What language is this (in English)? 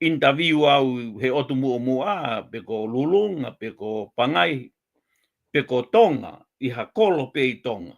Tongan